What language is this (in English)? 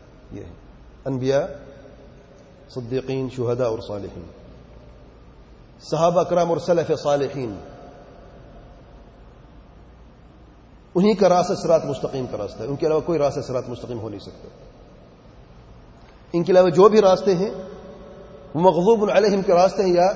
Urdu